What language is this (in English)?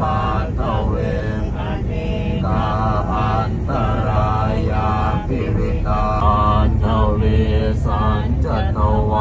Pali